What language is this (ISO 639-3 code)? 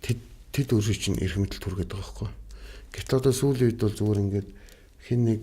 mon